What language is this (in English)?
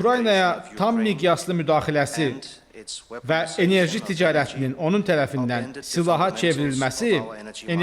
Azerbaijani